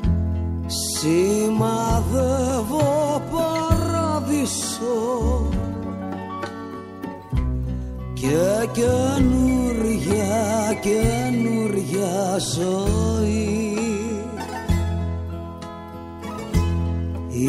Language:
Greek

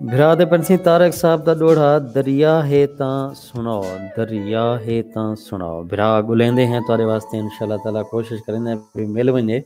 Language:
Saraiki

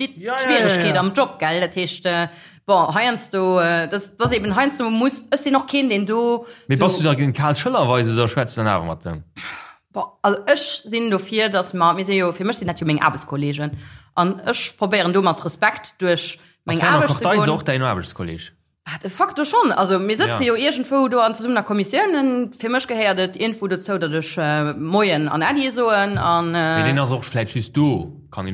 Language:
Luxembourgish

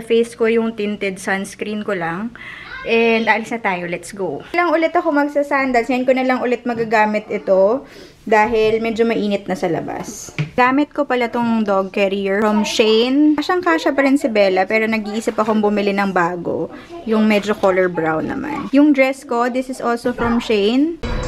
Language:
Filipino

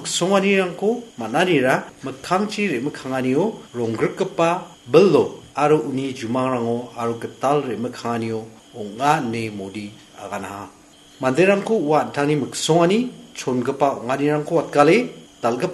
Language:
Garo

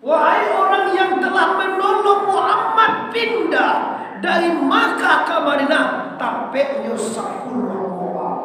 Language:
Minangkabau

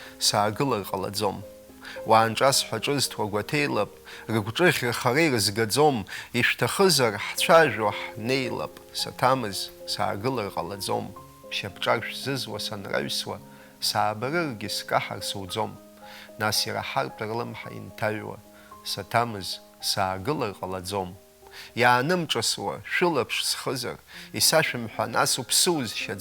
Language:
Abkhazian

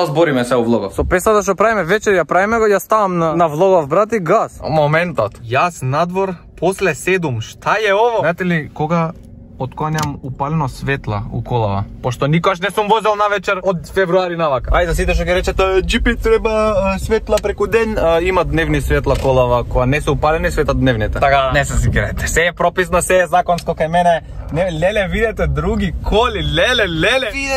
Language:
Macedonian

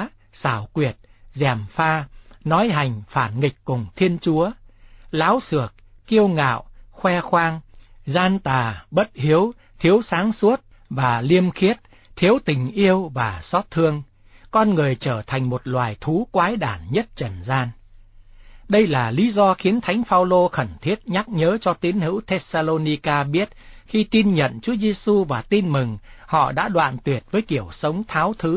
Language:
Vietnamese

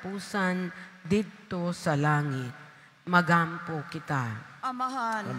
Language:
Cebuano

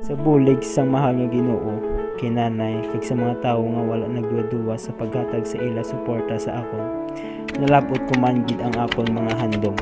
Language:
Hiligaynon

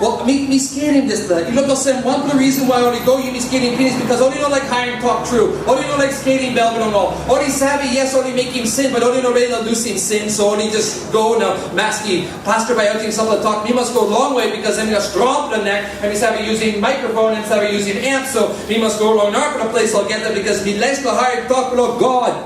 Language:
Tok Pisin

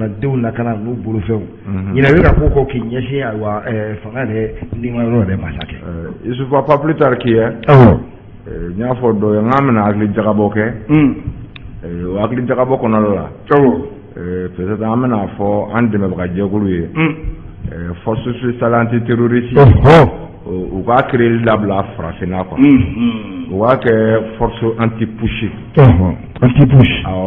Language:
Bambara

